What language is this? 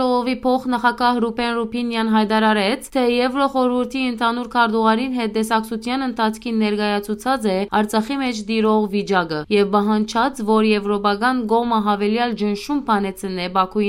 Western Armenian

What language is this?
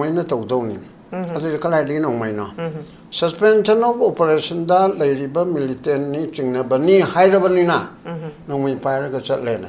Manipuri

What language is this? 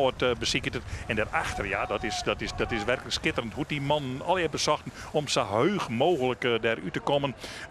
Western Frisian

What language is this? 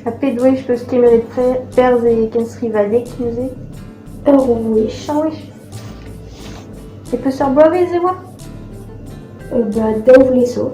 Breton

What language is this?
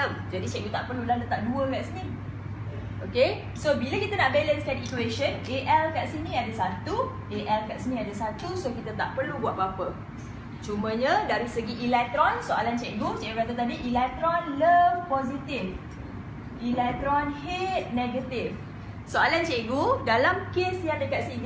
Malay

